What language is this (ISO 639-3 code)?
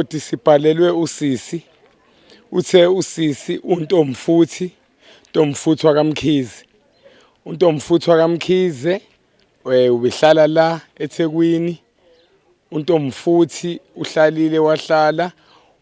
zul